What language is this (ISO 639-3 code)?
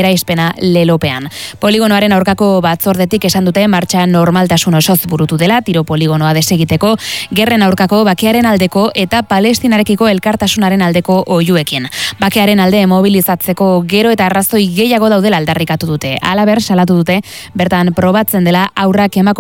eus